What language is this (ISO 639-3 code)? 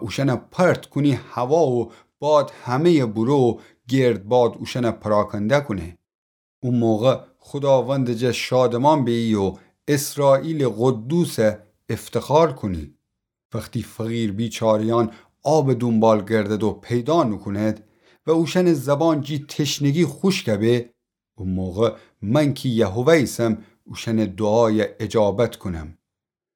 glk